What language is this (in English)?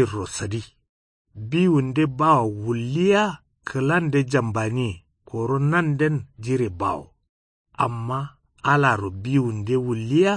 Kanuri